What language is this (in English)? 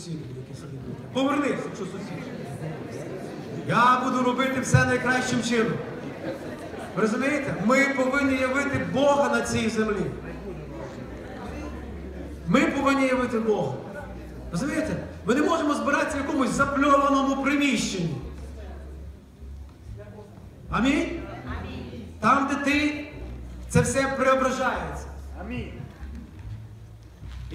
Ukrainian